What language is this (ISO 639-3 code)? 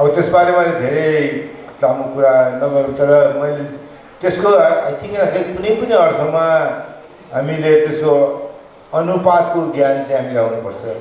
nep